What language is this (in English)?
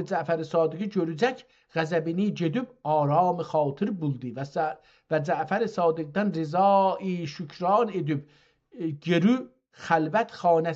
South Azerbaijani